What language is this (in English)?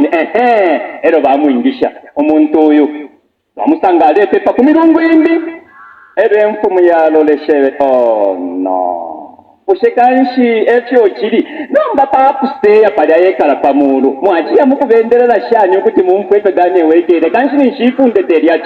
Bemba